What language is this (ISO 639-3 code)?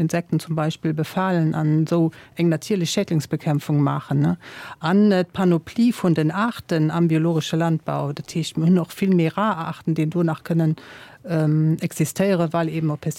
ltz